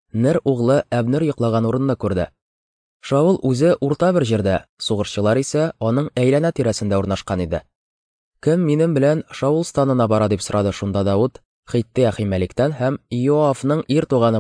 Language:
Tatar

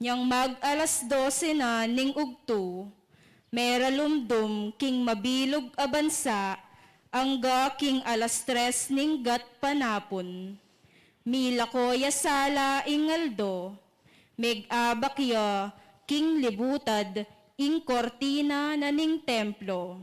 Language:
Pampanga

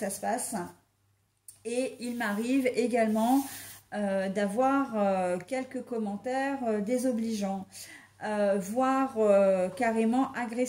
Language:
French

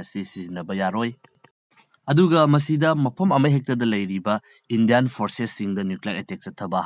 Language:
Manipuri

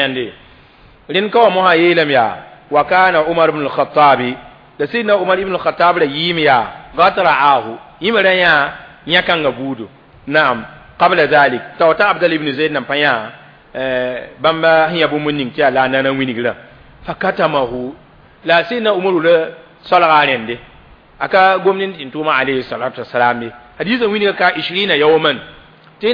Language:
Mossi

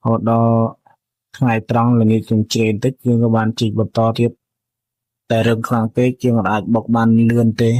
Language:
Khmer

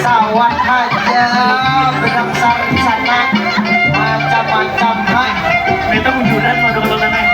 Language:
Banjar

